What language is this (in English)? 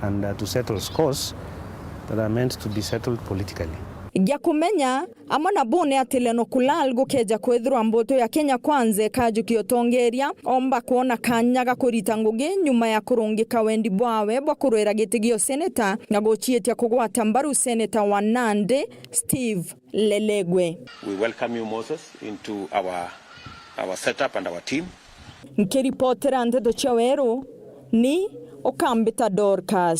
Meru